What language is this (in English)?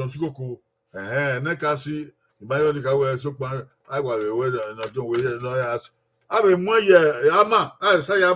Bini